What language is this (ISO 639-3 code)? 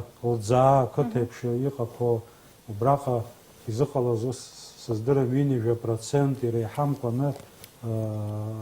abk